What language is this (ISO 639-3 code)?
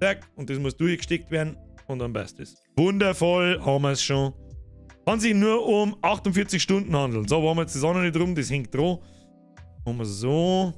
bar